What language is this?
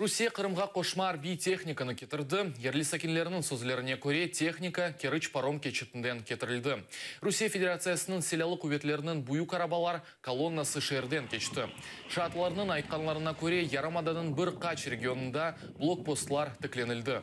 Crimean Tatar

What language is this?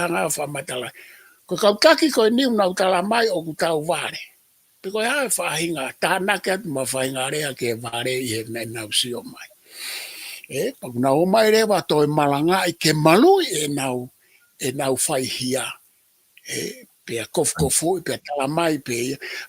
Tongan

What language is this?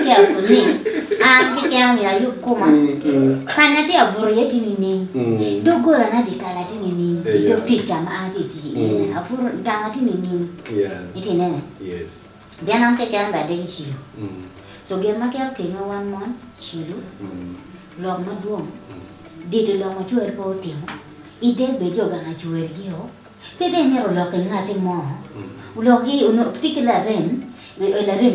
Acoli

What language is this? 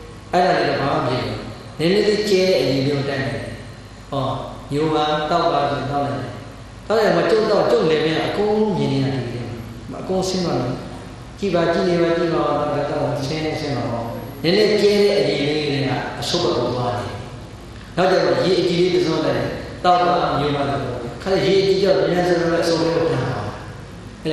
Burmese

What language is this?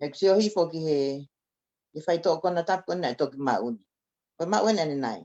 Tongan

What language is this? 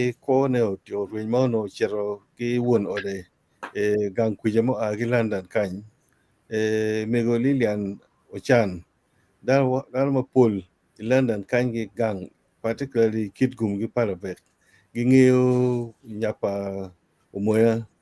Acoli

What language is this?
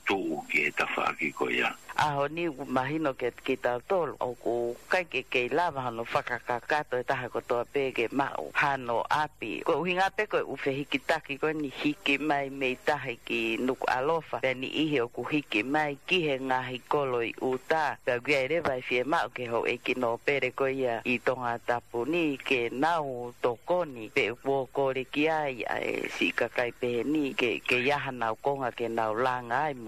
Tongan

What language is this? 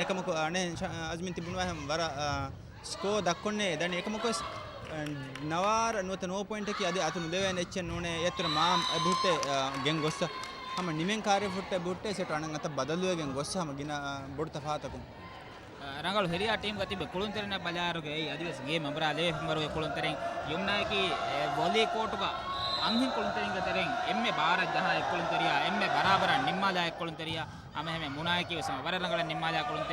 Divehi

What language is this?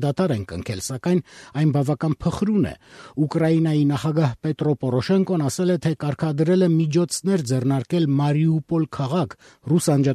Armenian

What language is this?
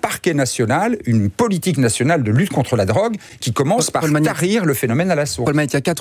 French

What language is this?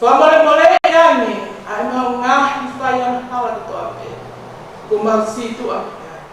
Tongan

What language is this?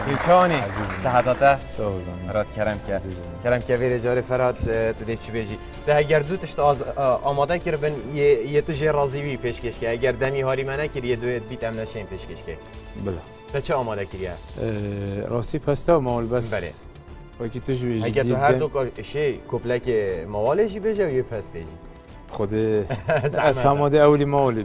Kurdish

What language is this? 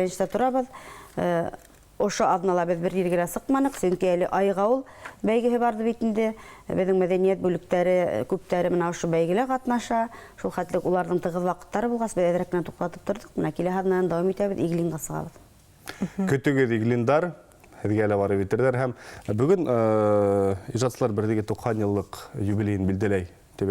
Bashkir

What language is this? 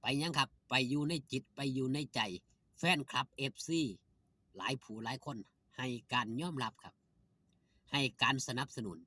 Northeastern Thai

